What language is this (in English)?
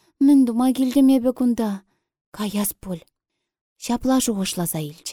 Chuvash